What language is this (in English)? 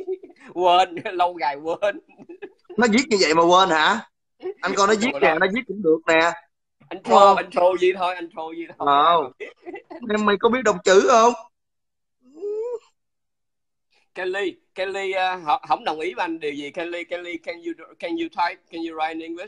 Vietnamese